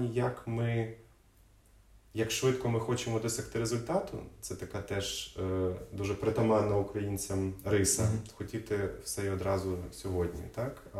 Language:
Ukrainian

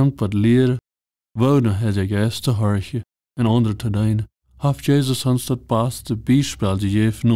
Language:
Plautdietsch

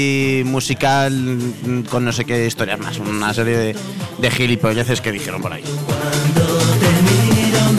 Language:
Spanish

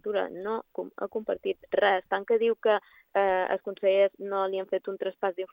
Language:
Catalan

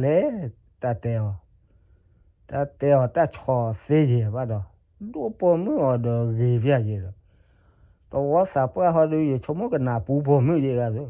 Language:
S'gaw Karen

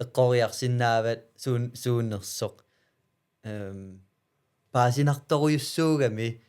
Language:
Kalaallisut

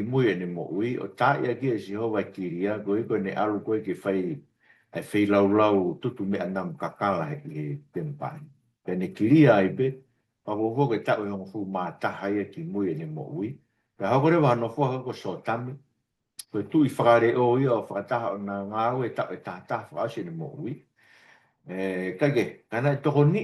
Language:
Tongan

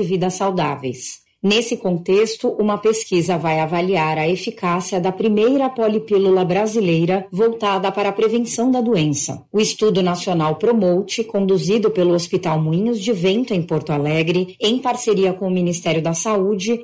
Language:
Portuguese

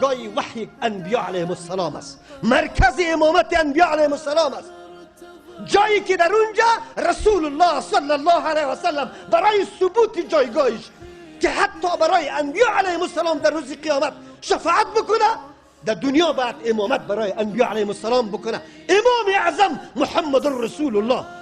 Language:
Persian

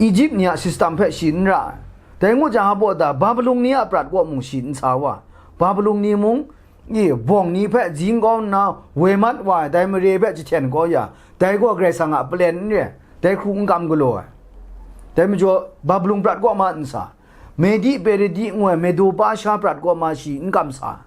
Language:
Kachin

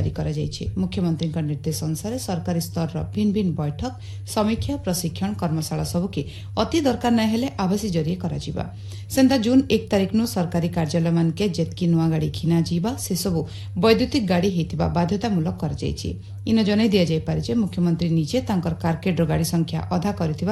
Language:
Odia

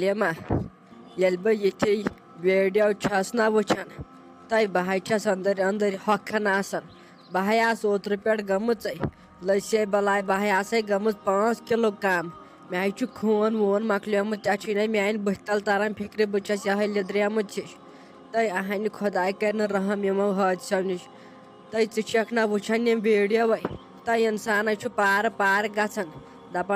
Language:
Kashmiri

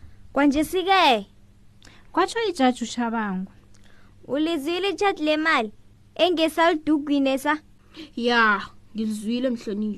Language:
South Ndebele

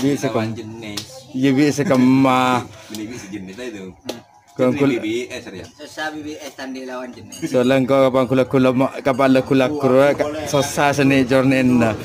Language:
Madurese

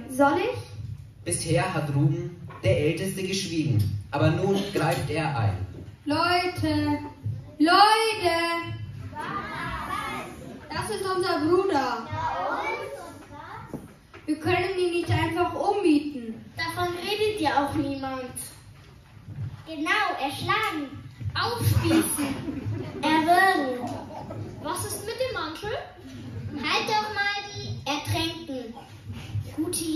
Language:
German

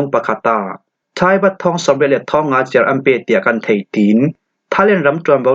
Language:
Falam Chin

